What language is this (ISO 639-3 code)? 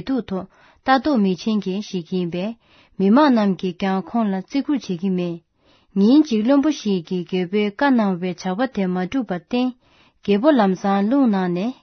bod